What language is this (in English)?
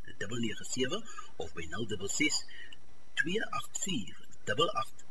Afrikaans